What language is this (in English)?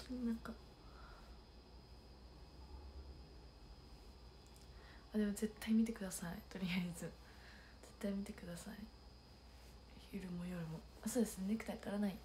Japanese